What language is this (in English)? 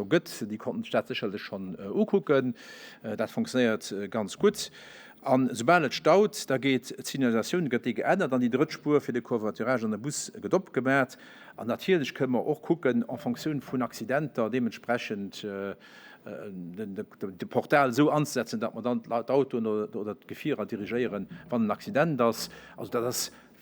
Luxembourgish